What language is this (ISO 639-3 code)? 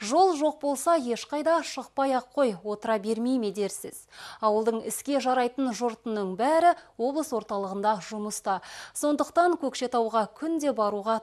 kaz